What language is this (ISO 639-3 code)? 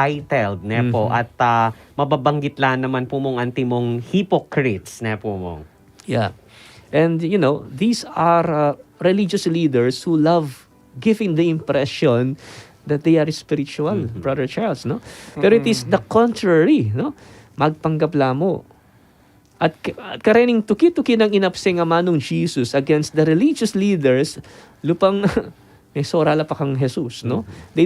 pam